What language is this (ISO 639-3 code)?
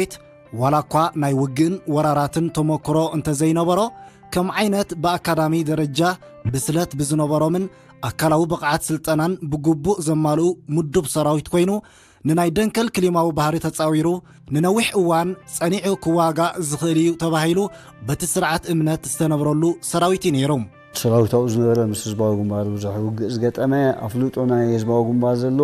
tir